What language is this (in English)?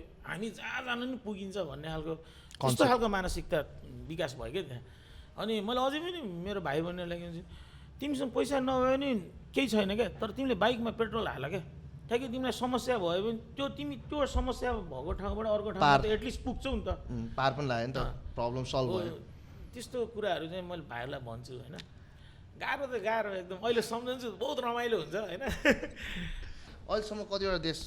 Nepali